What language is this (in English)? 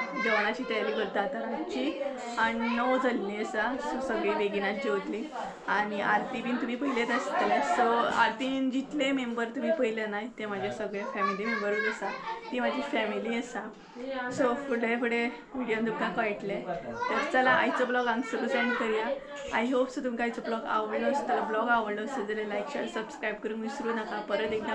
Konkani